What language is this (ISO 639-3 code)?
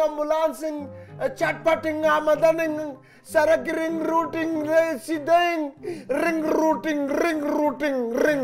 fas